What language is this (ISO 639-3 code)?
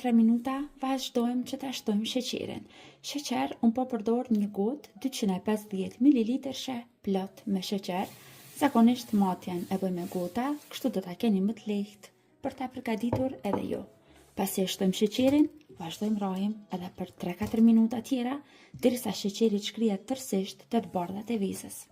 sqi